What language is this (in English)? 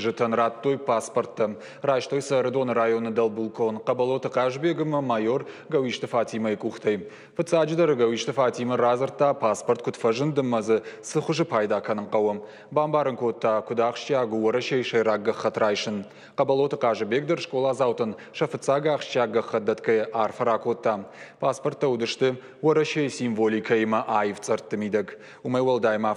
Ossetic